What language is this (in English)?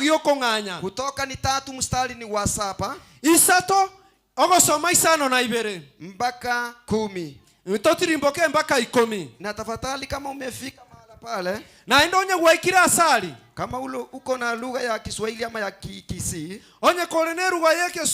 Gusii